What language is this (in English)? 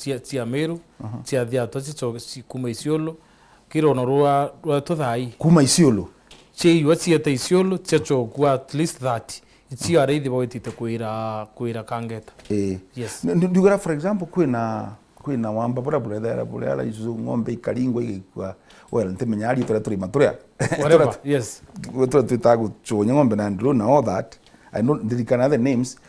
Meru